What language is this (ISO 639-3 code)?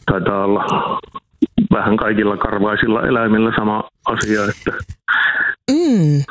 fin